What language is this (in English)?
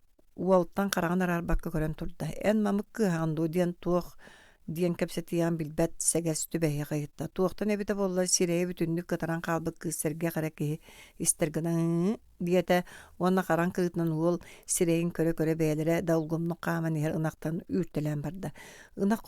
Yakut